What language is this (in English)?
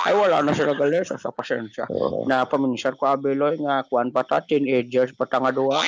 Hiligaynon